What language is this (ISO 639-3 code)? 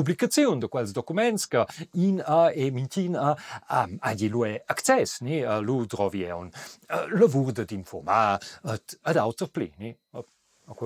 roh